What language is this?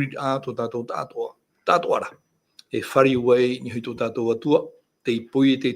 Tahitian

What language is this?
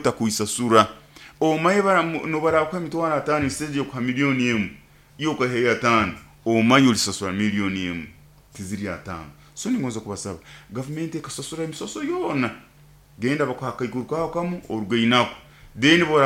Nyoro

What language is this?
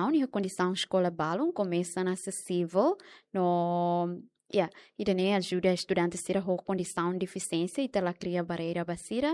Tetum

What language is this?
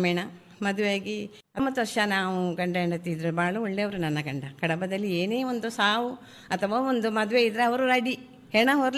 Kannada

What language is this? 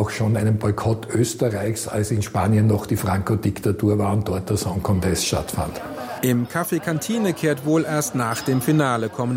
German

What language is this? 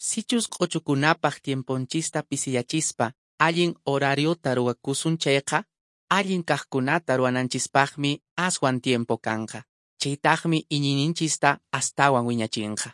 Quechua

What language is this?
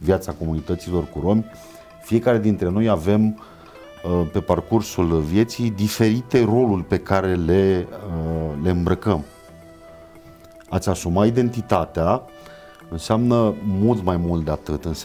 Romanian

